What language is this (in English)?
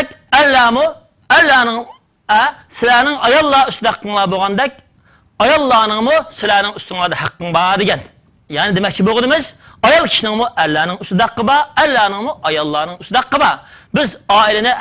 Uyghur